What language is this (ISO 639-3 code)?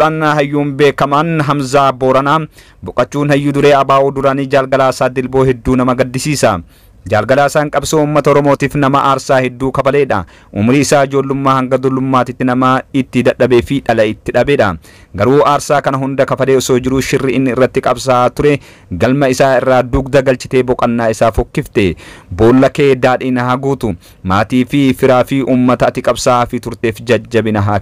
orm